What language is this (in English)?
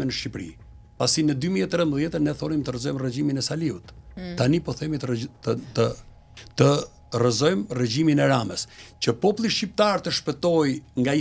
Albanian